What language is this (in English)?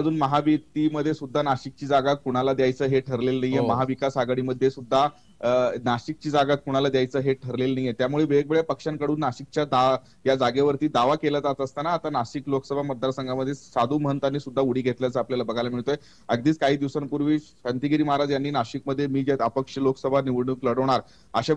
Marathi